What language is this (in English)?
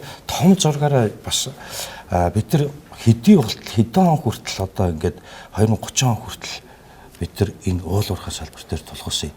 Mongolian